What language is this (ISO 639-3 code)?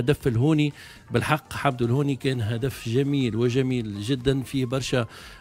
aeb